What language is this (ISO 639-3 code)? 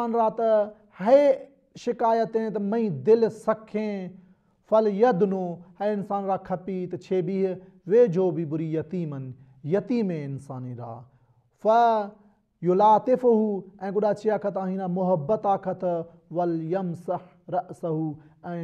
snd